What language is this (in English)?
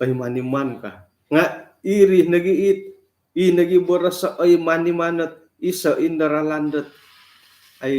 Central Dusun